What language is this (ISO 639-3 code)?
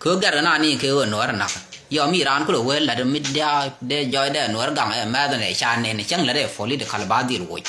nus